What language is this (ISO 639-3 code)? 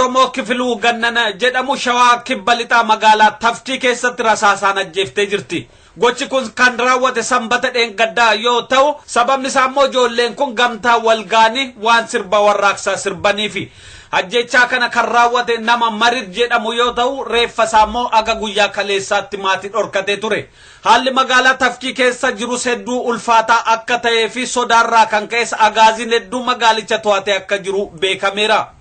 orm